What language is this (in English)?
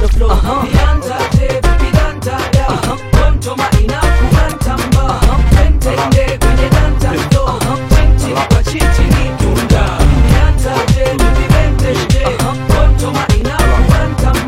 Swahili